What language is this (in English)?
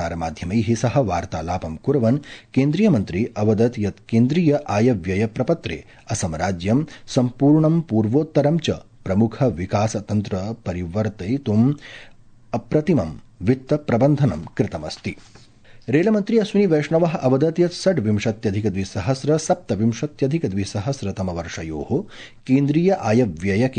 Sanskrit